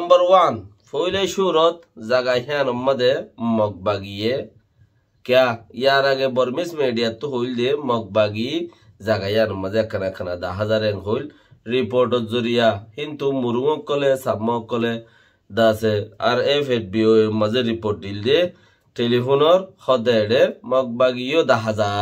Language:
Rohingya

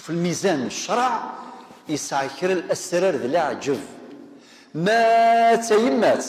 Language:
Kabyle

